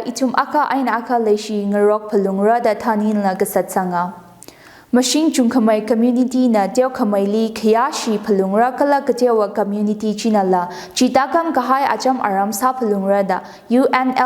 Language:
Tangkhul Naga (India)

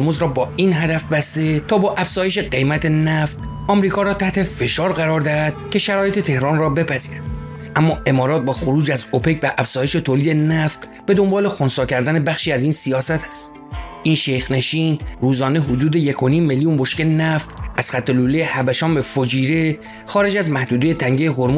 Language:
Persian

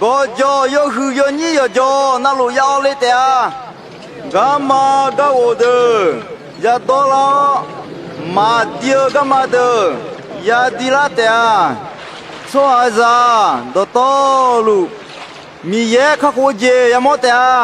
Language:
Akha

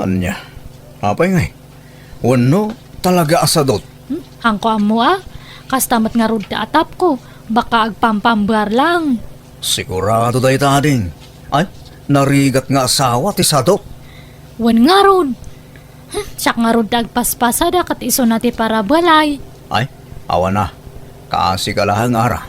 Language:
Iloko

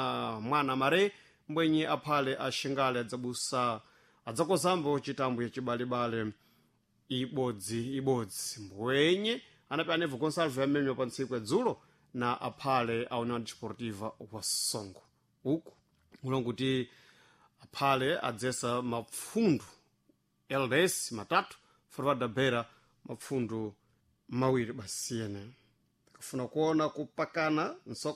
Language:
Sena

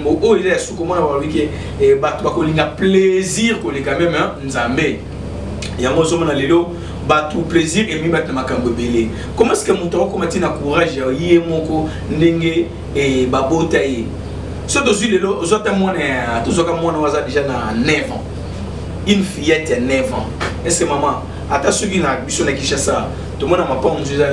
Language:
Lingala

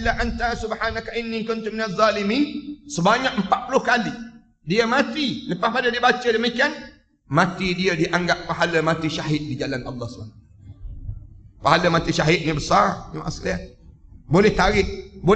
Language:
Malay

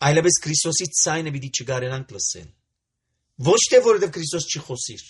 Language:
Armenian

